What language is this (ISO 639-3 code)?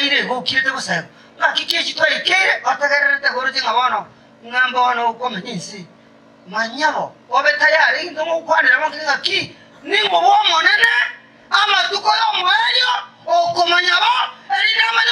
guz